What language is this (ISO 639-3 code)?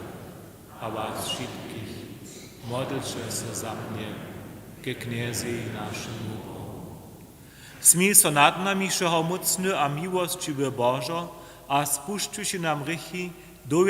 hsb